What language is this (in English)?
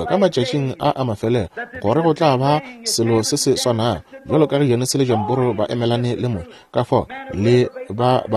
Northern Sotho